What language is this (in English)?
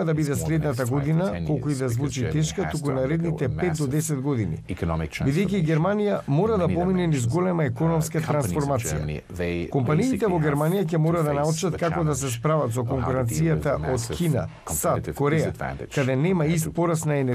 Macedonian